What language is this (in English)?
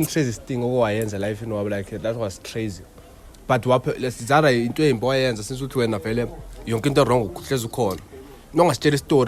Zulu